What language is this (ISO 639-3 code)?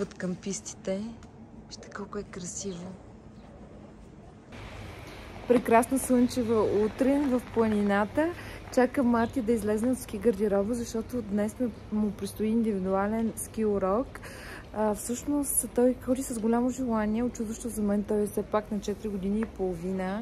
bul